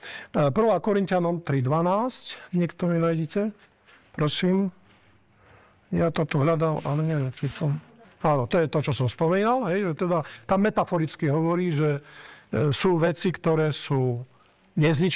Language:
Slovak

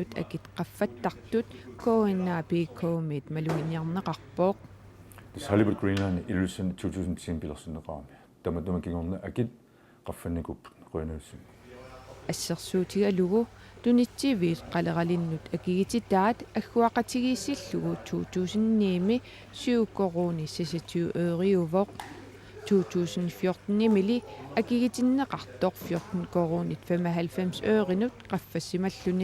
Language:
Kalaallisut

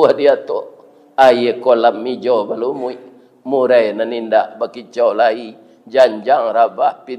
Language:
Minangkabau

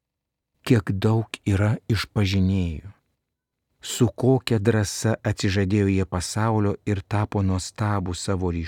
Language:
Lithuanian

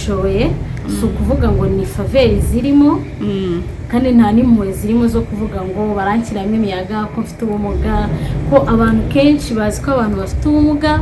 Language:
Kinyarwanda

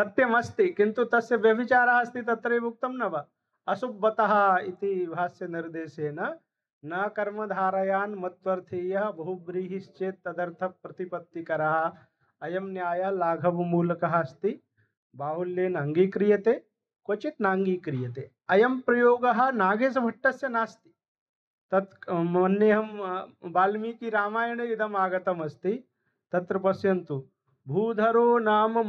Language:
Sanskrit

